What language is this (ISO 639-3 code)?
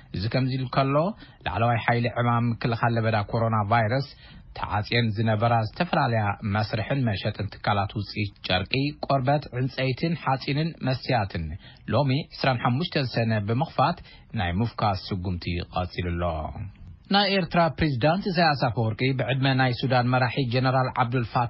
tir